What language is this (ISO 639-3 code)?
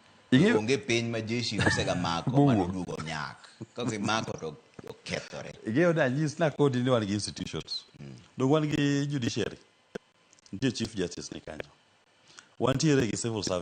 luo